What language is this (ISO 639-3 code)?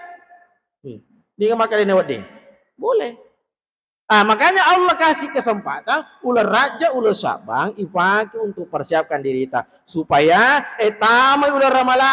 bug